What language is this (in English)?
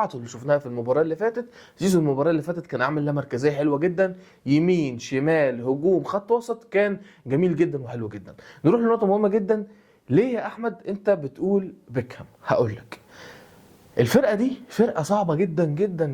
Egyptian Arabic